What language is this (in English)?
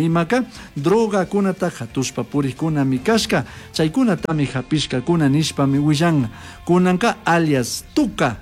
Chimborazo Highland Quichua